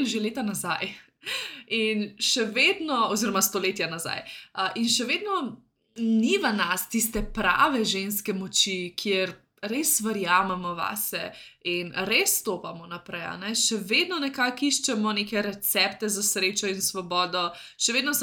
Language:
Slovenian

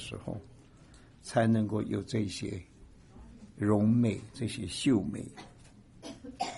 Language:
Chinese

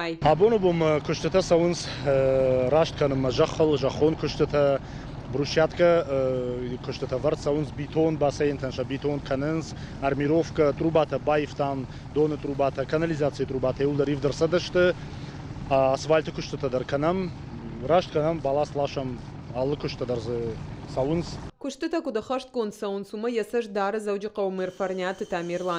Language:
Ossetic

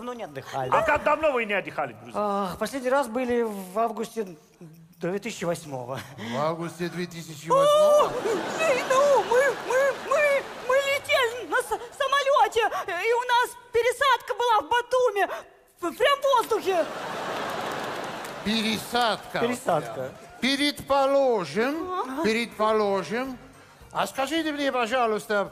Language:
Russian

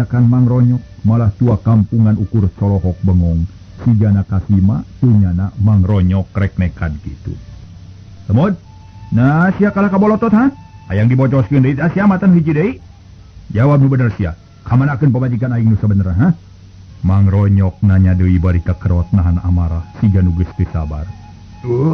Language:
Sundanese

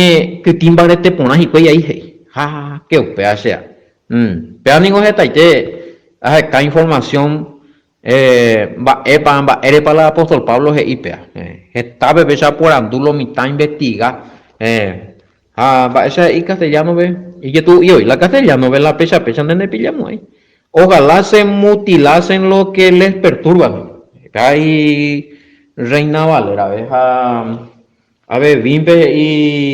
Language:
Guarani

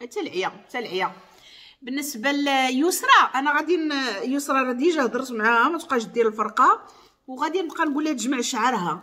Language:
Moroccan Arabic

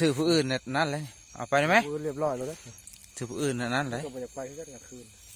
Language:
Northeastern Thai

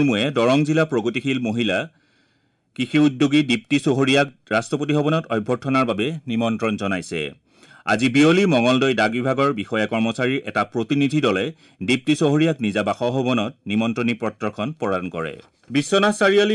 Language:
Assamese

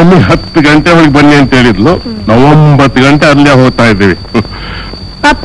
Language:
Kannada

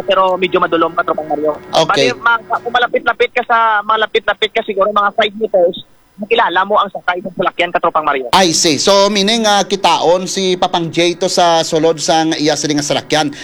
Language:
Hiligaynon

